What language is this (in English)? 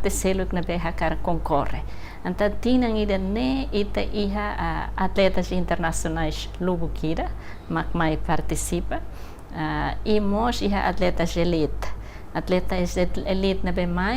Tetum